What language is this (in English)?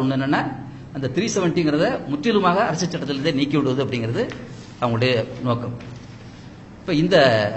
Tamil